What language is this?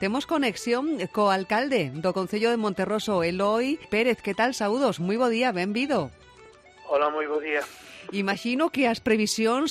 Galician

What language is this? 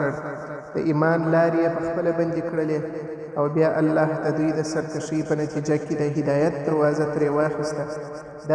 Pashto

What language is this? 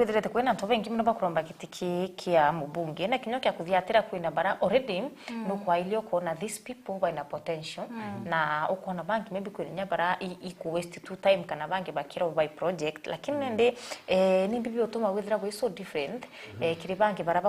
Meru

